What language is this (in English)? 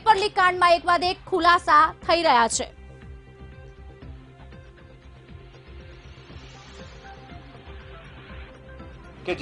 Gujarati